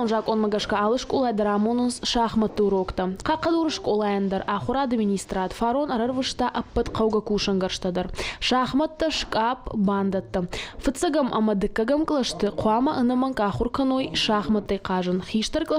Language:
Ossetic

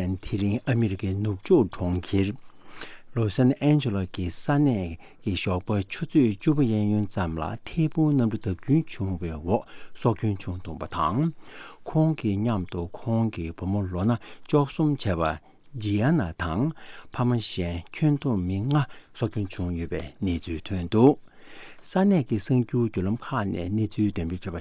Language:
Tibetan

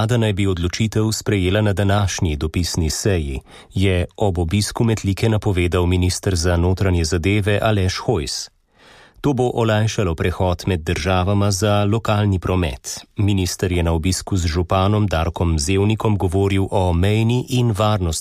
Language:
Slovenian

